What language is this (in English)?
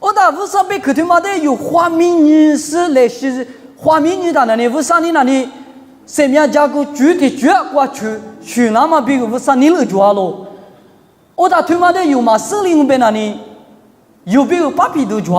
Lisu